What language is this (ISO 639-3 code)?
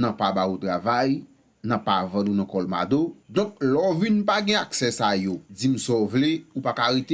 hat